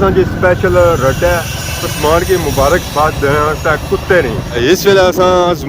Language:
Pahari-Potwari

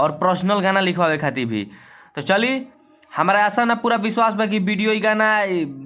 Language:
Bhojpuri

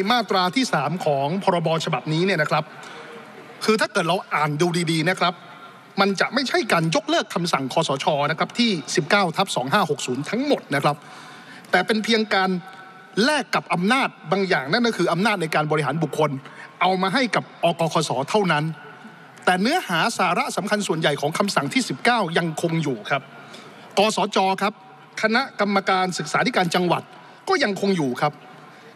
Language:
Thai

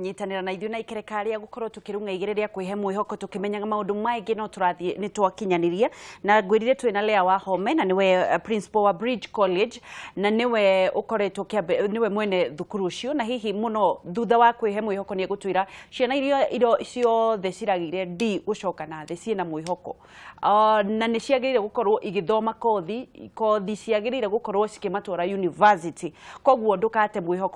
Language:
Kikuyu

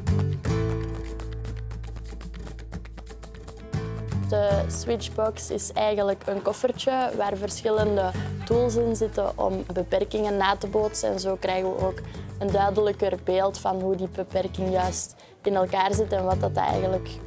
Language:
Dutch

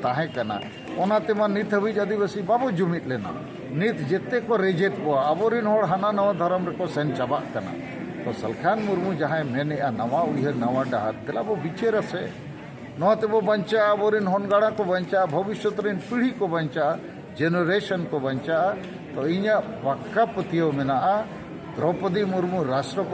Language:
Santali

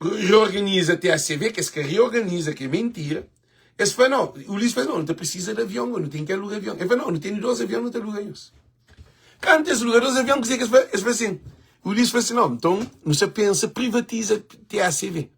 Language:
Kabuverdianu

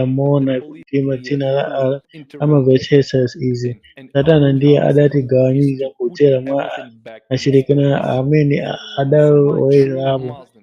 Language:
Nyanja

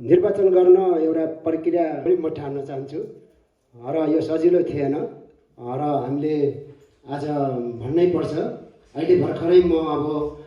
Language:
Nepali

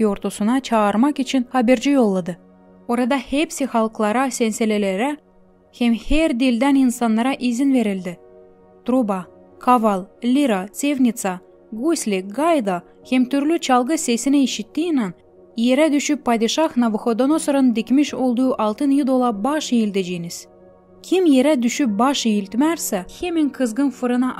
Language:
Gagauz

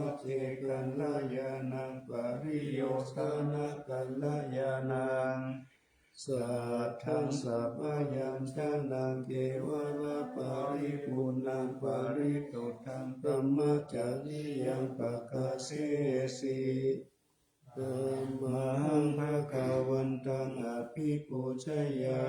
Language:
Pali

